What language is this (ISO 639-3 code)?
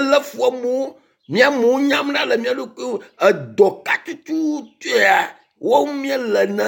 ewe